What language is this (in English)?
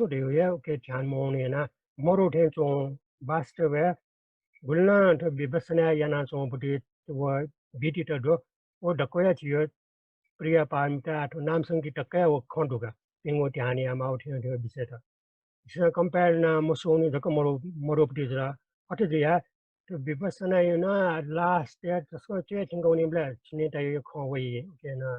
Newari